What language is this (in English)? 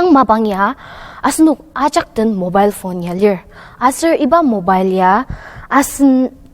Ao Naga